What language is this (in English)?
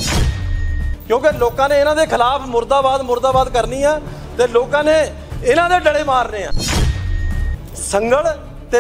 Punjabi